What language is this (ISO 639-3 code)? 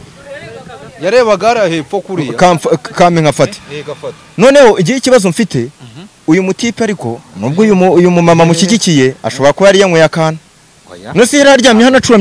kin